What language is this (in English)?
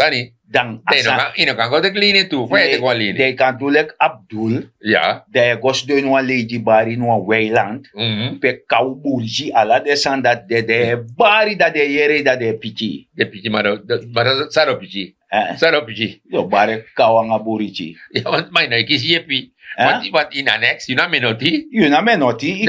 Sranan Tongo